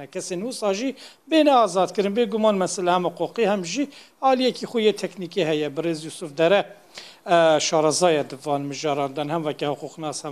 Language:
Kurdish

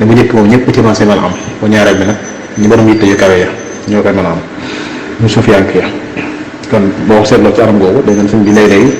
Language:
Wolof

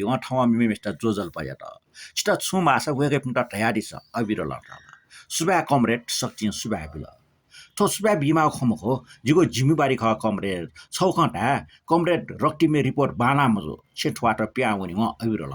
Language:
Newari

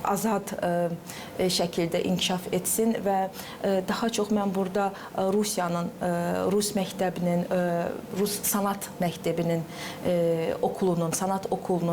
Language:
Gagauz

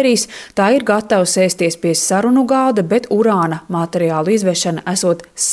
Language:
Latvian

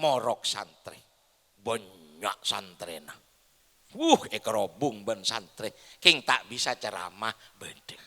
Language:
Madurese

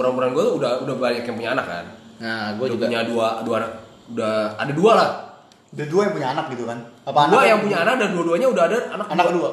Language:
Indonesian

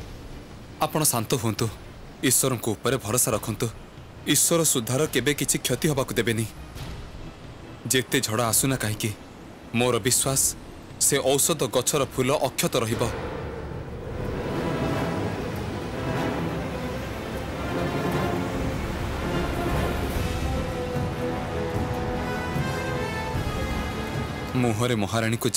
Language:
Odia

